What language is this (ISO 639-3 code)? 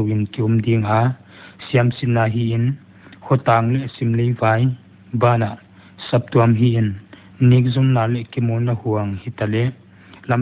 pck